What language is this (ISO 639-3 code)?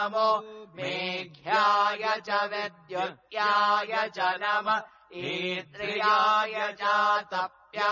san